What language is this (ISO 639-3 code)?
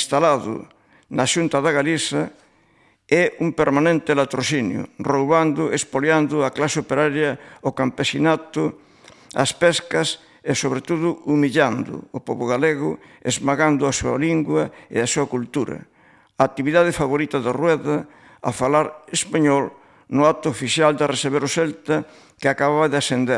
glg